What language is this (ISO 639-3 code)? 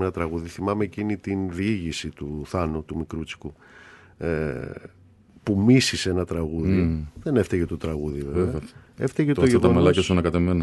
ell